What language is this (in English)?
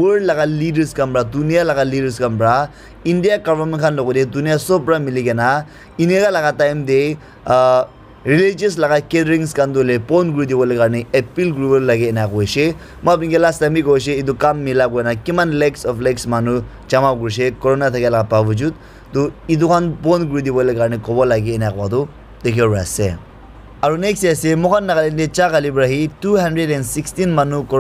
Naga Pidgin